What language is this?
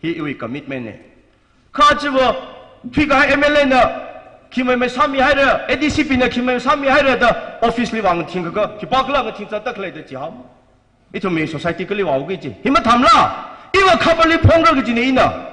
Tangkhul Naga (India)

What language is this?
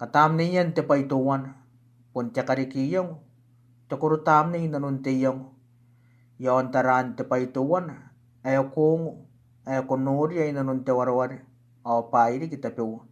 Gilbertese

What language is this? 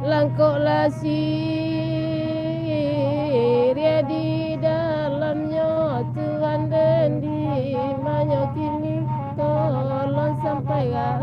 Minangkabau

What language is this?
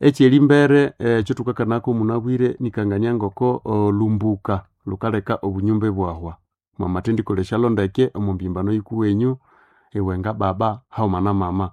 Nande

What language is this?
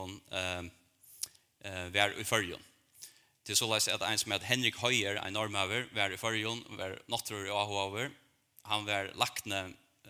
Faroese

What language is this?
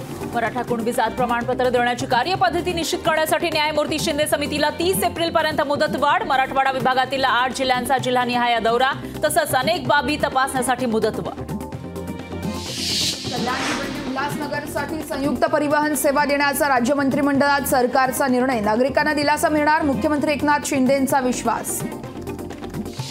Marathi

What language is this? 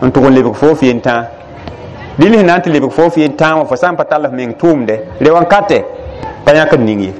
Mossi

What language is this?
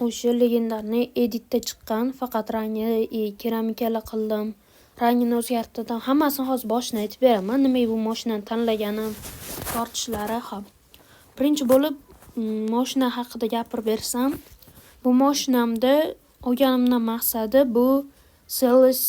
Uzbek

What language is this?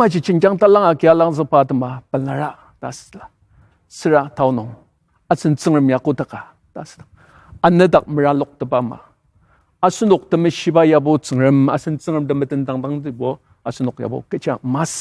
Ao Naga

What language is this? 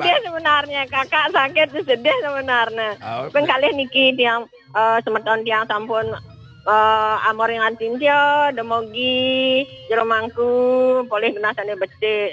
Balinese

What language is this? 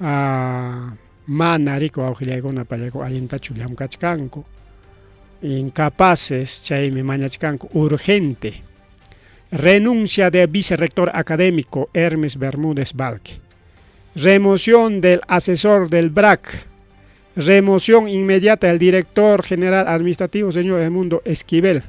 Ayacucho Quechua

